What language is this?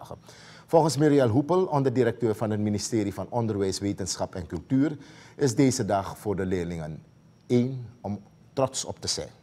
Dutch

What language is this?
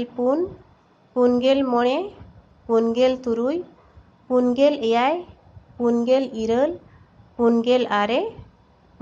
Santali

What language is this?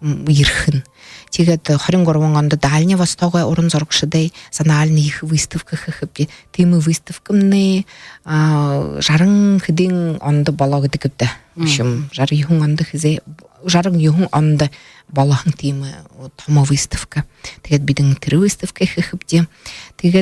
Buriat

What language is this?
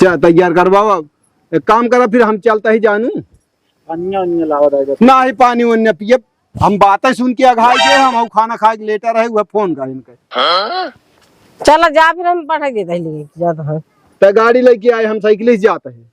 Awadhi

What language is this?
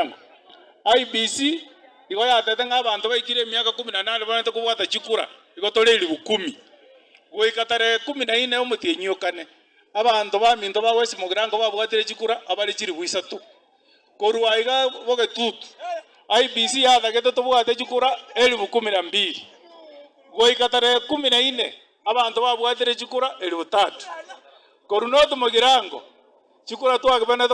Gusii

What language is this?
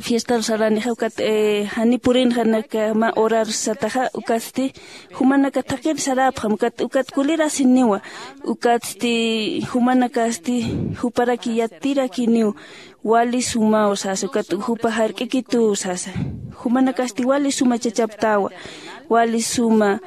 Aymara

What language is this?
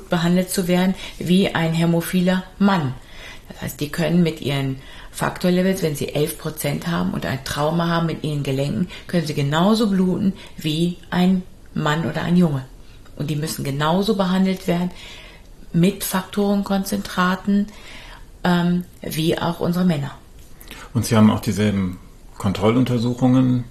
German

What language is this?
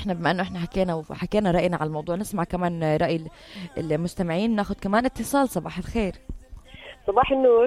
North Levantine Arabic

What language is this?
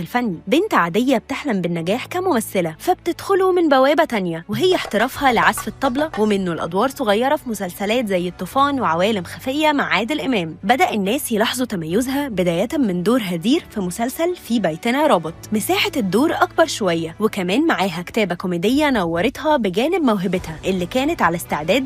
Egyptian Arabic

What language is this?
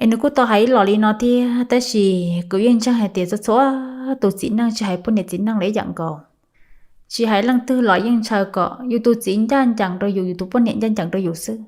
Hmong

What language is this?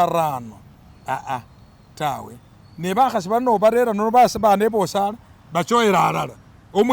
Masaaba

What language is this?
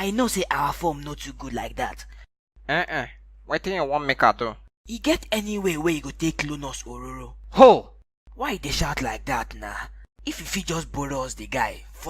Nigerian Pidgin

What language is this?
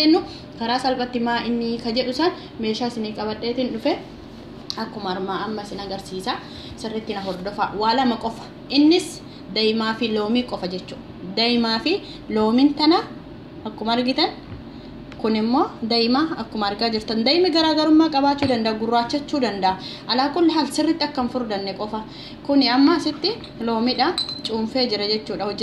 Oromo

